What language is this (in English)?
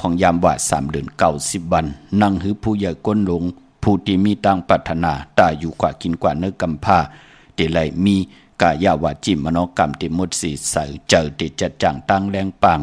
Shan